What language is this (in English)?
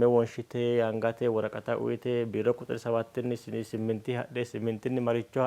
Sidamo